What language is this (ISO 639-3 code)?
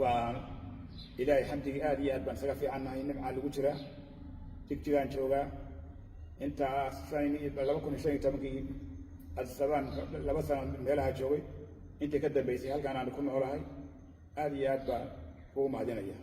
som